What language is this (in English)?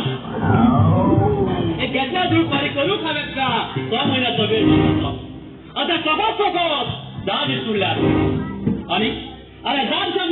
Konkani